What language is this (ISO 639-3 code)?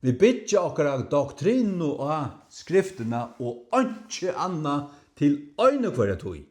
fao